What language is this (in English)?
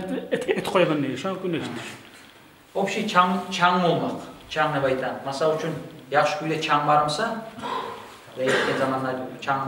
Kumyk